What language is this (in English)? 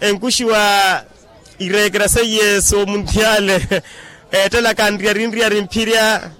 Makhuwa